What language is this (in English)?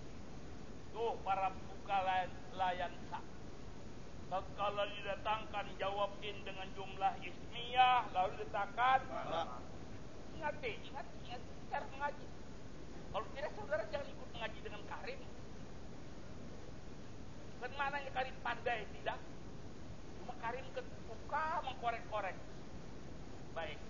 Indonesian